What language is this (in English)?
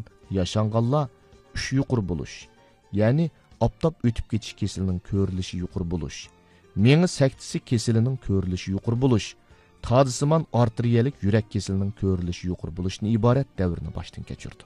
Uyghur